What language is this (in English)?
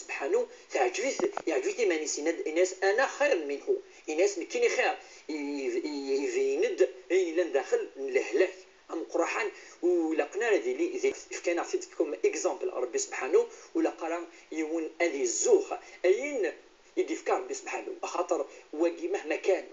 Kabyle